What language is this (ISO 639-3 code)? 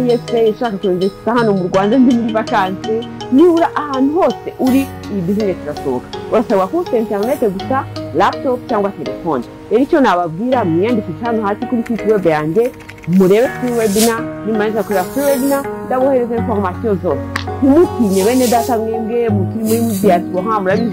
kin